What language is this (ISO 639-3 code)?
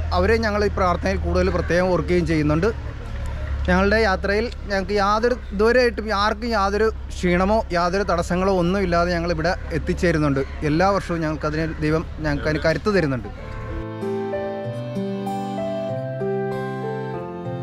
mal